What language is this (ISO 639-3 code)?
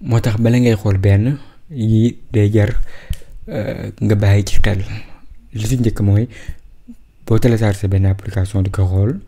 wol